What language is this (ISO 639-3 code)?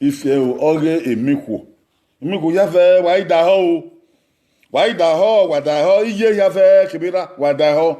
bin